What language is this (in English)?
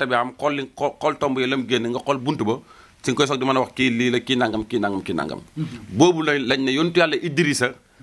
Wolof